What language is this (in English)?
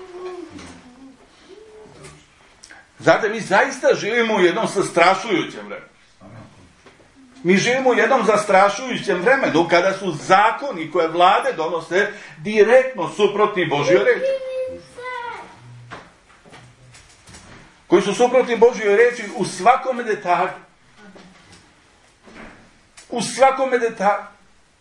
Serbian